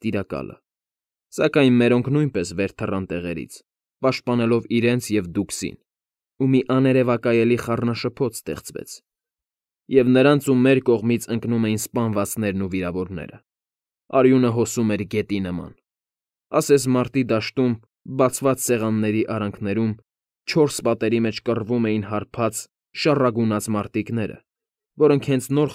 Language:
Armenian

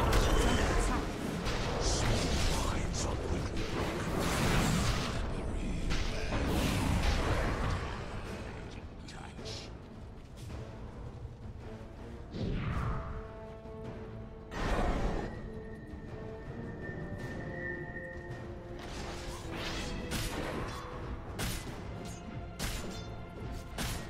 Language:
English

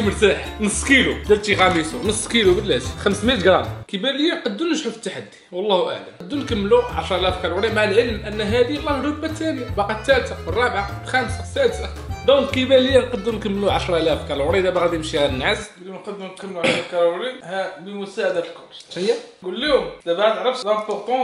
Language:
Moroccan Arabic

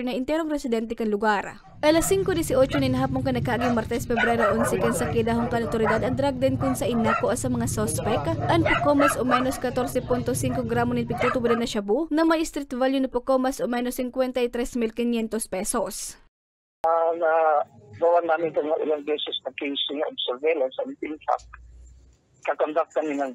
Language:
Bikol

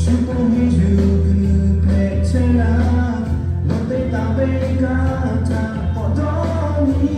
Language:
Lahu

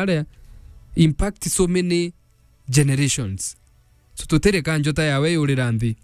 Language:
Meru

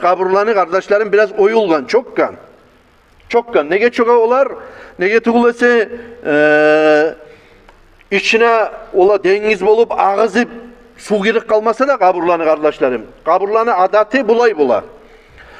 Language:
Kumyk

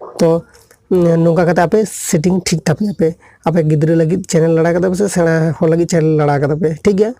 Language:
Santali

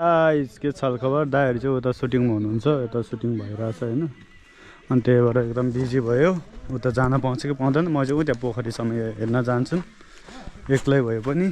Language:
Nepali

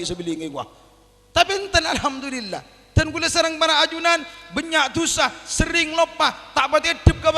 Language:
Madurese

